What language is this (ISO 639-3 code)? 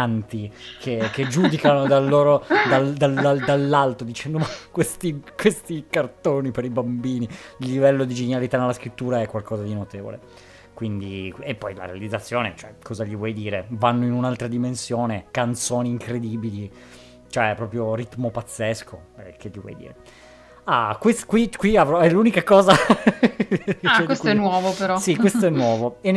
ita